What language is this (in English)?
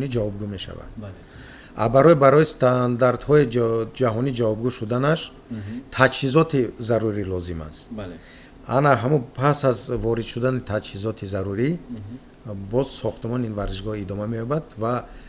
Tajik